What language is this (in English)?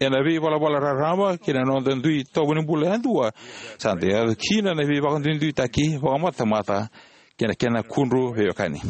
Fijian